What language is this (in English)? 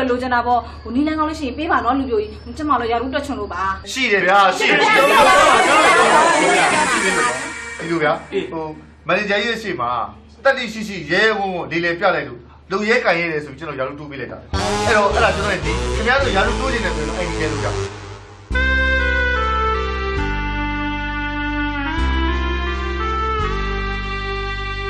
Burmese